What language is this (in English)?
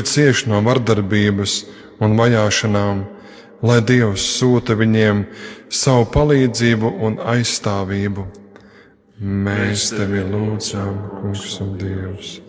Latvian